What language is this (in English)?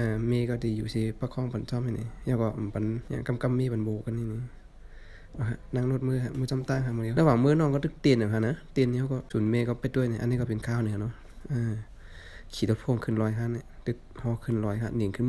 Shan